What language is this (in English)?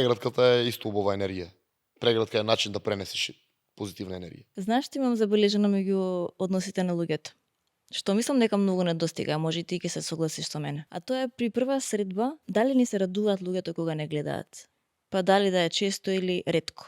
Macedonian